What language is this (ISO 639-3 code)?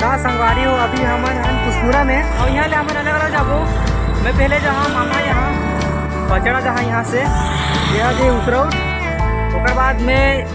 hne